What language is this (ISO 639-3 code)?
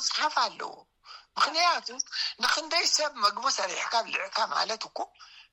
tir